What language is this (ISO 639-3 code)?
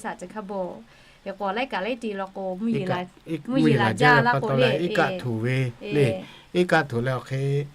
lhu